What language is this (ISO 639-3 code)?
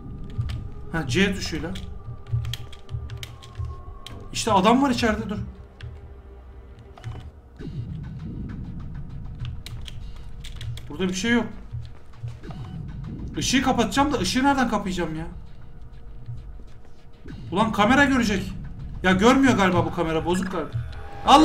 tur